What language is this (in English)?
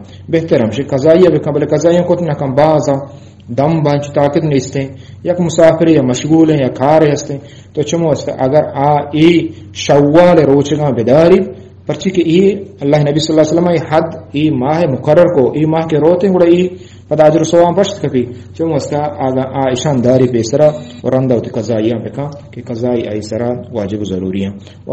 Eastern Balochi